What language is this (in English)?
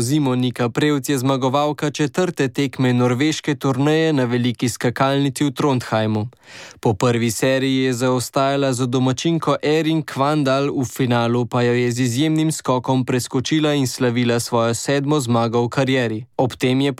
Slovenian